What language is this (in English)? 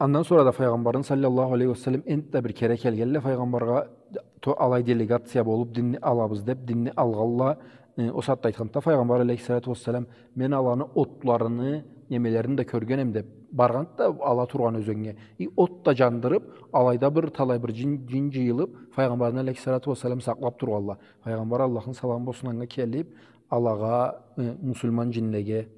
Karachay-Balkar